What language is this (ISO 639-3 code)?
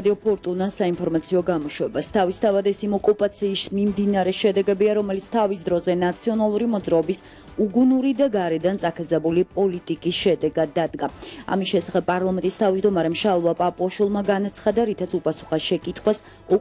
kat